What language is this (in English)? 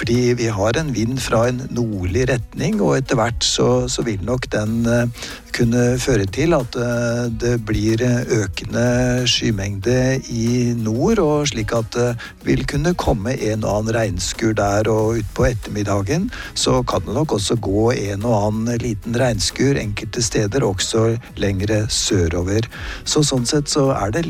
Norwegian